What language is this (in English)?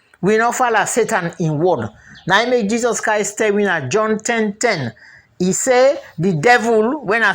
Krio